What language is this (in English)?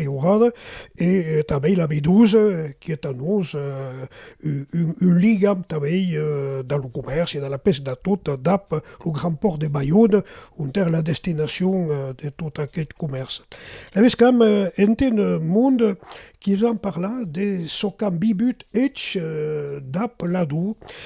Occitan